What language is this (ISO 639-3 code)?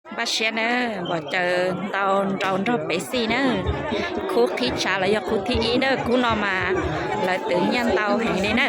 hmn